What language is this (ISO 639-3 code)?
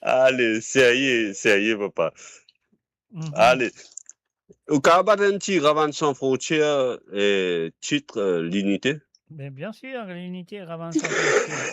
mfe